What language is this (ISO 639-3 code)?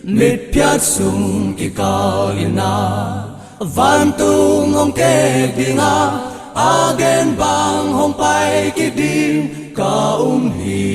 pck